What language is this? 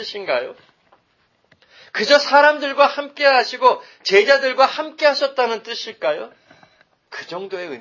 Korean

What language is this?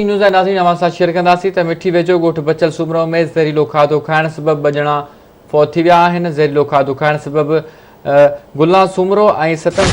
Sindhi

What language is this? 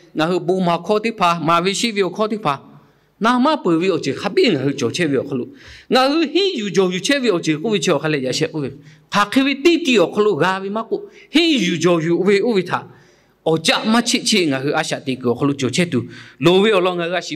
Lahu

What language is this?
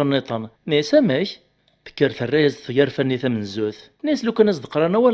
Kabyle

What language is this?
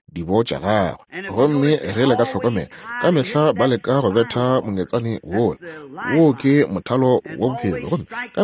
Northern Sotho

